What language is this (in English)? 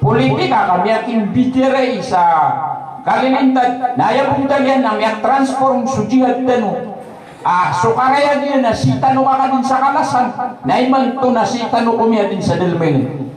Maranao